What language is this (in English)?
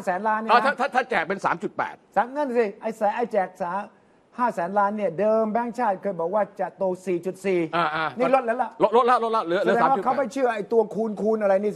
Thai